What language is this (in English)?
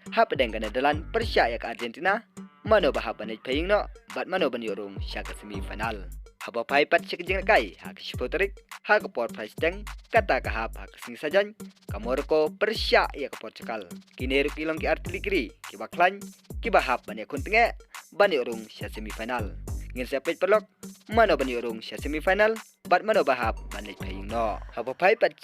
Khasi